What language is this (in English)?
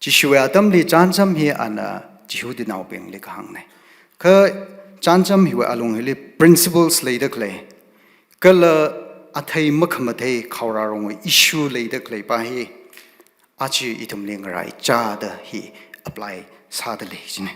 Tangkhul Naga (India)